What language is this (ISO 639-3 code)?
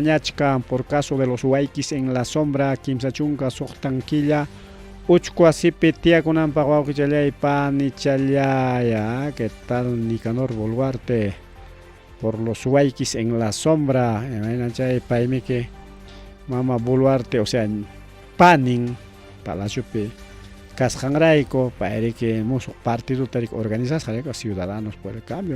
quy